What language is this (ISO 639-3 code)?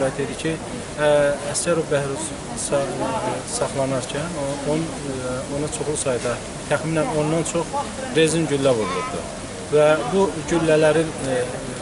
aze